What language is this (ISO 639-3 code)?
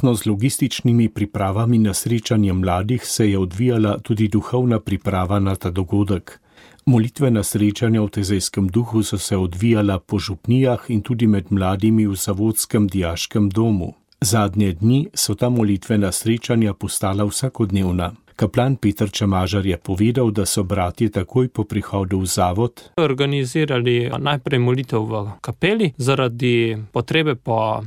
slv